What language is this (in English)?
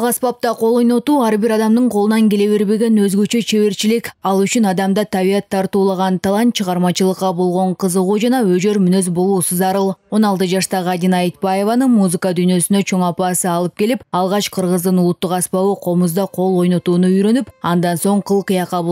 Kyrgyz